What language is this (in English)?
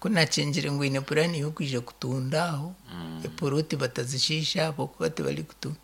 Nyankole